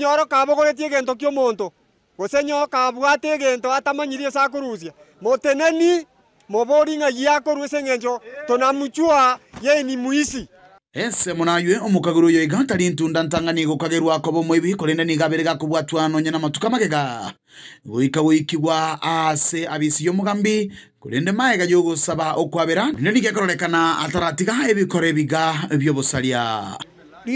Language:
Gusii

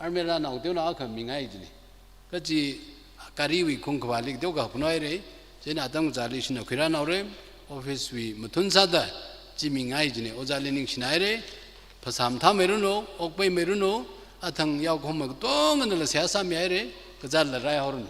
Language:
Tangkhul Naga (India)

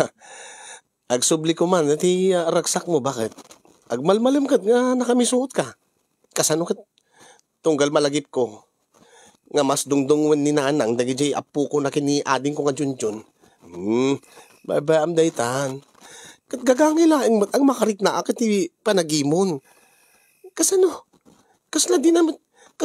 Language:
Iloko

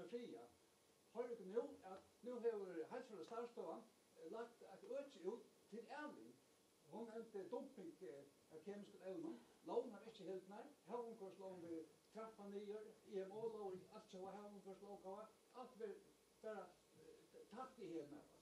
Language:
Faroese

